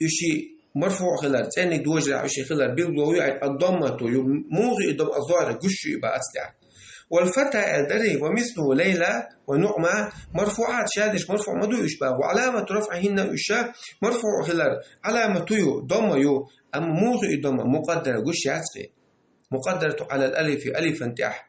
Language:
Chechen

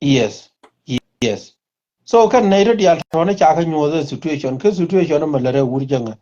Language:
Nuer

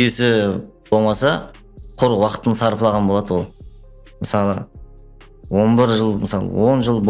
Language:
Kara-Kalpak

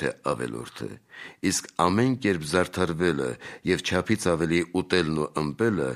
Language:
Armenian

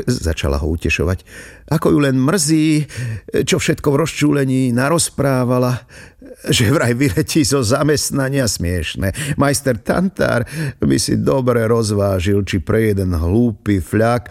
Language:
Slovak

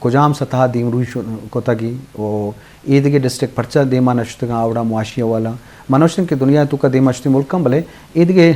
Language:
Eastern Balochi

